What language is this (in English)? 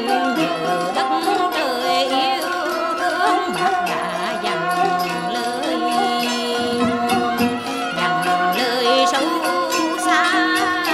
Vietnamese